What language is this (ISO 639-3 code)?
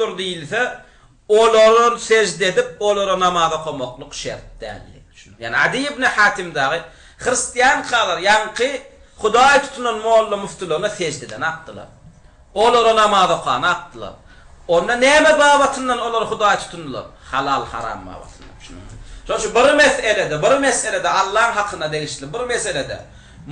tuk